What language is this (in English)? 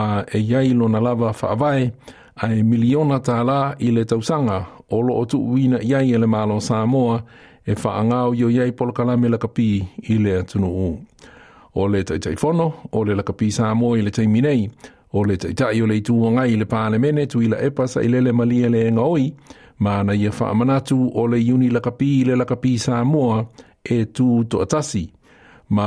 Samoan